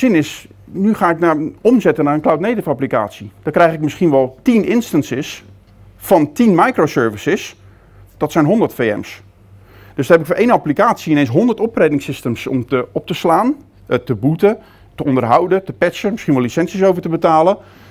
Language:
Dutch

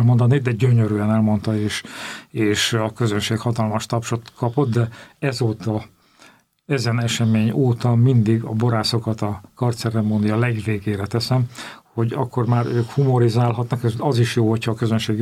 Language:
Hungarian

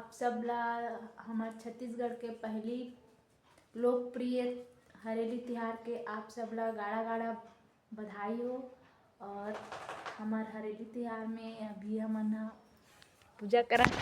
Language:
Chhattisgarhi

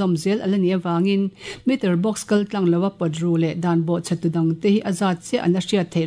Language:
Mizo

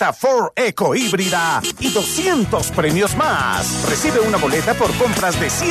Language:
Spanish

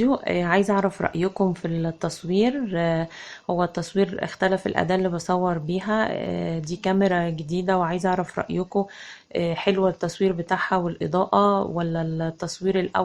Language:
Egyptian Arabic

